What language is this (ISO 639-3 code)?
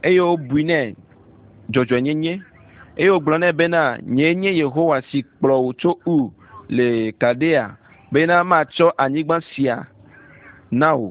ewe